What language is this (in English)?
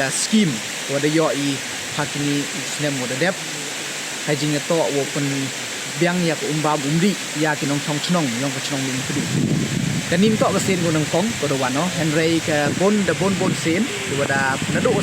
Pnar